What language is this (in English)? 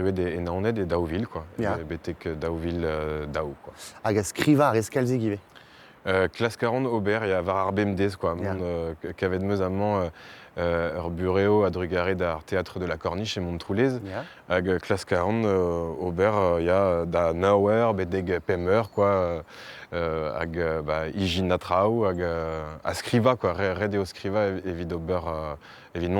Breton